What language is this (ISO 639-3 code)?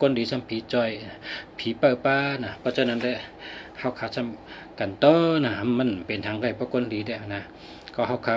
shn